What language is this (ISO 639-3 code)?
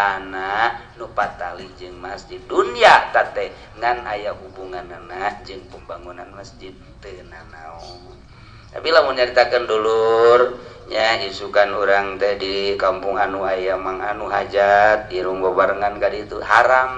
sun